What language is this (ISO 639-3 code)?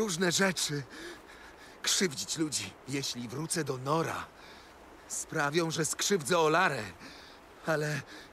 pol